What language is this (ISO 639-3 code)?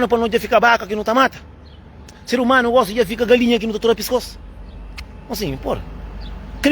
kea